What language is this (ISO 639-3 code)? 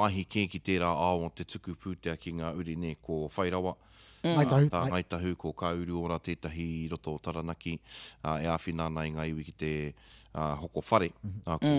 mri